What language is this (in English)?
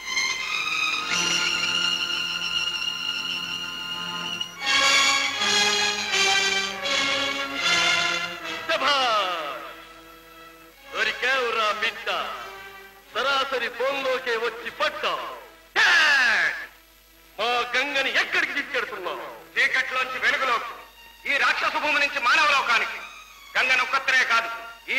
Telugu